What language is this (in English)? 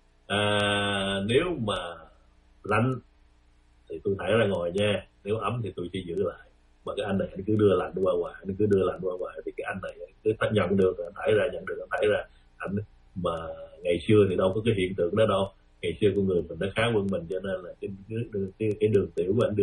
Vietnamese